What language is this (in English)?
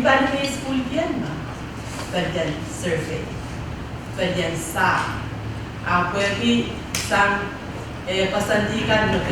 Pohnpeian